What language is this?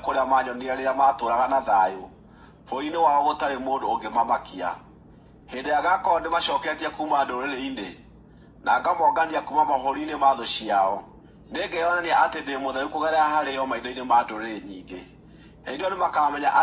Kikuyu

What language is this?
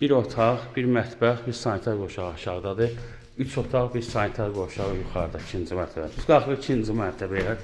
Azerbaijani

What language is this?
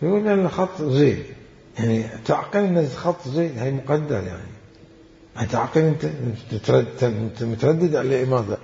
Mesopotamian Arabic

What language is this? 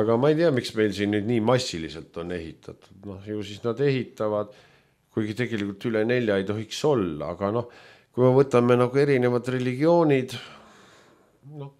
Estonian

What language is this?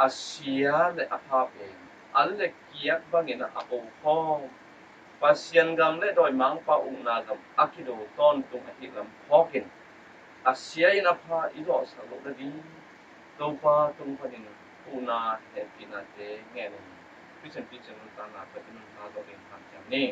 Tedim Chin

